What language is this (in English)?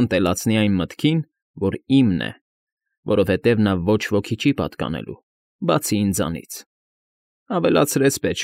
Armenian